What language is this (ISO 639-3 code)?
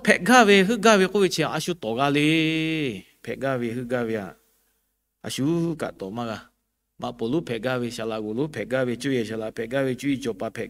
lhu